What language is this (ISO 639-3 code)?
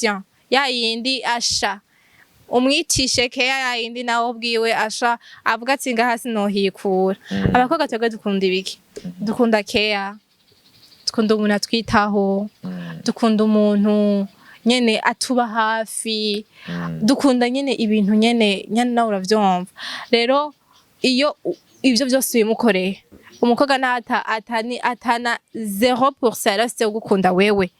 run